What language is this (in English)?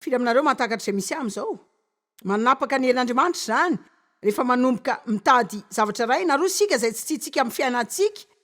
Malagasy